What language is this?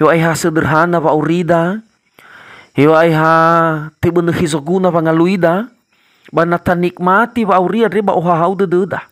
Nias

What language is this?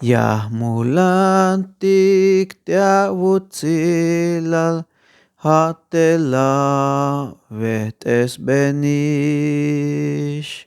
Tzeltal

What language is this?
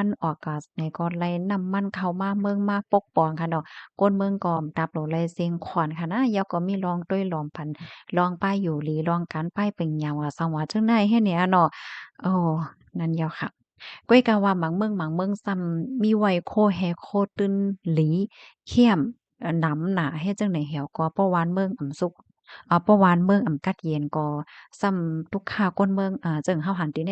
Shan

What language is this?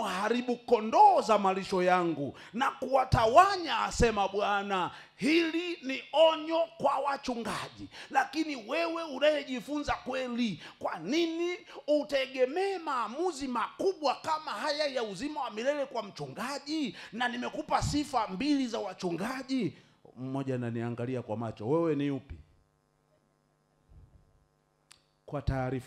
Swahili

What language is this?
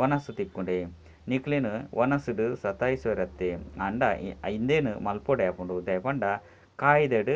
Tulu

